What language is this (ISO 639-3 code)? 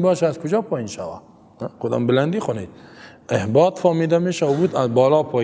fas